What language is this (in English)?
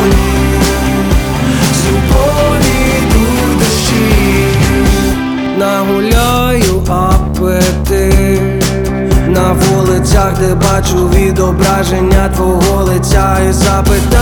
Ukrainian